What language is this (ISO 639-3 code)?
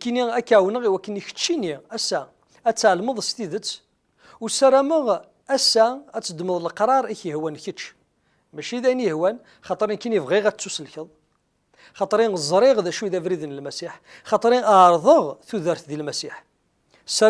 kab